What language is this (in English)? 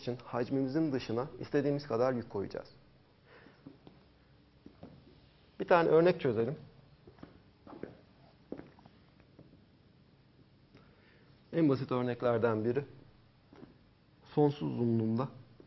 Turkish